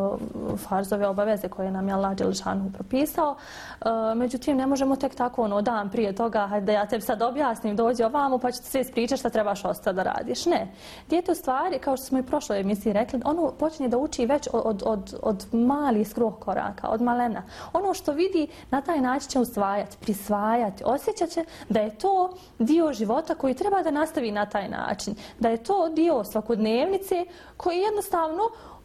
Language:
Bosnian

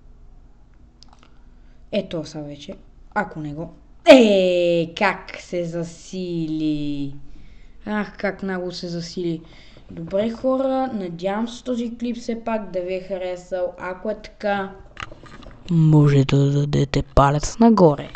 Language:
Bulgarian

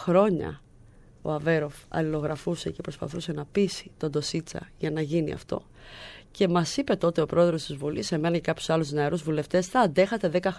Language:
Greek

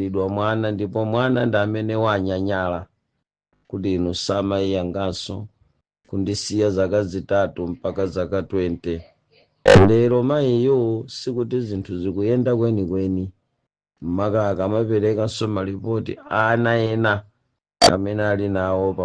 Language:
Nyanja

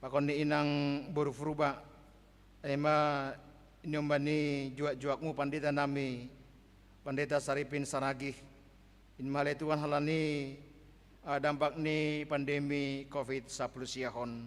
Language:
Batak Simalungun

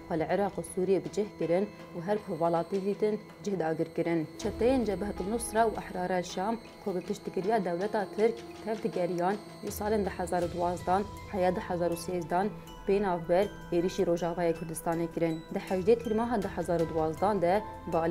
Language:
Kurdish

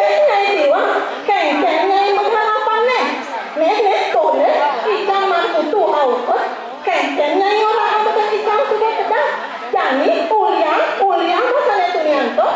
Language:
Balinese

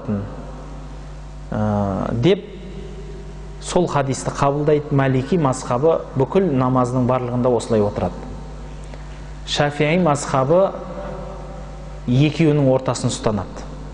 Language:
Kazakh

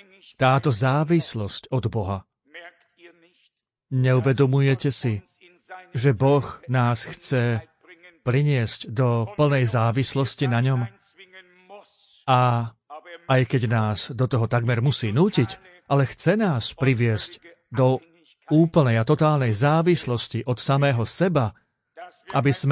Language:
Slovak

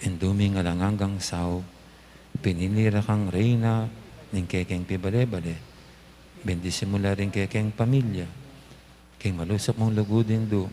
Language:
Pampanga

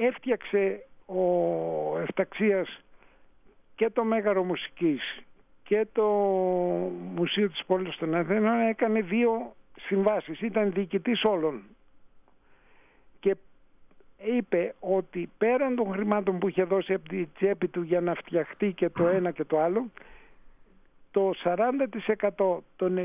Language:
Greek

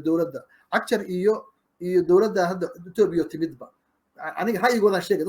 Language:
Somali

